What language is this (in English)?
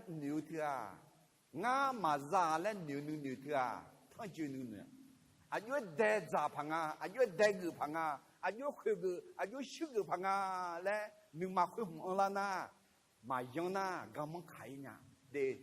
Akha